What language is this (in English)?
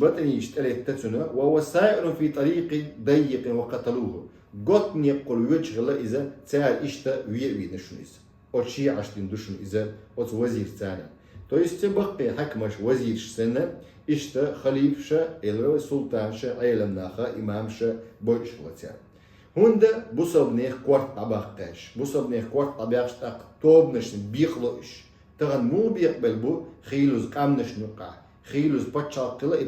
Chechen